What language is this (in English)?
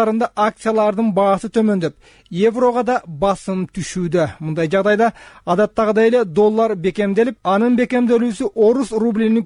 Kyrgyz